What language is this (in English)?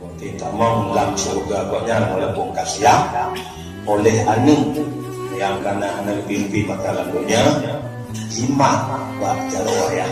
Achinese